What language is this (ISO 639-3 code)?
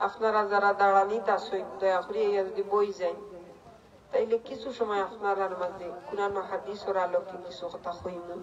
syl